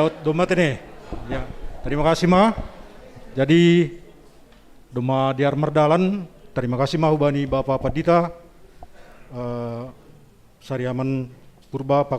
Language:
Batak Simalungun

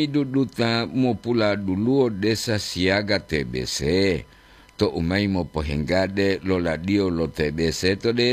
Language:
Gorontalo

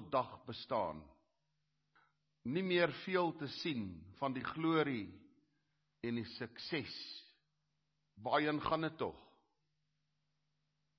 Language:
Afrikaans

